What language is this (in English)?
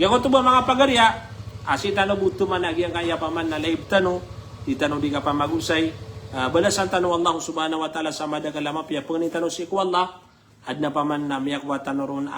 Maranao